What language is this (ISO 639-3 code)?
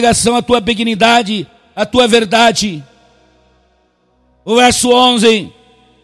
por